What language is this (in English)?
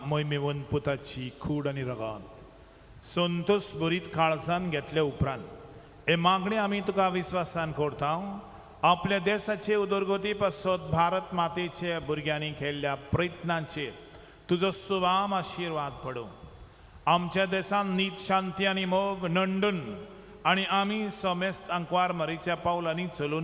Konkani